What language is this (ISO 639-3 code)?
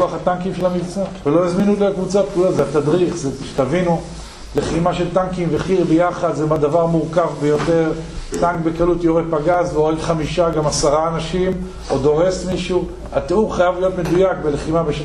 heb